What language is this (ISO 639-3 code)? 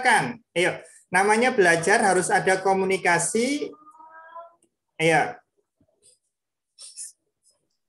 ind